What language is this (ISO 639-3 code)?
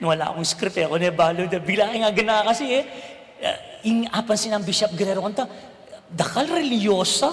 pam